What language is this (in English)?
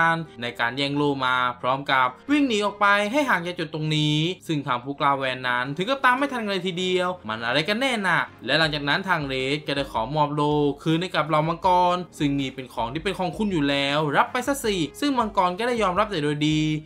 Thai